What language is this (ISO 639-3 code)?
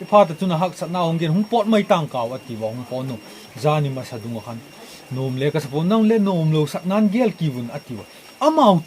pck